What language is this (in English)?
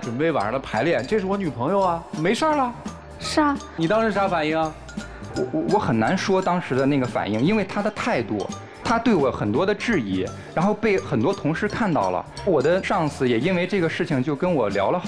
Chinese